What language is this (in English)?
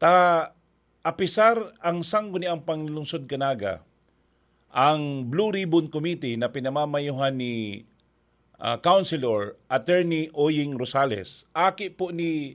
Bikol